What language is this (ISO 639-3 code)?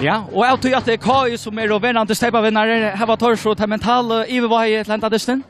fao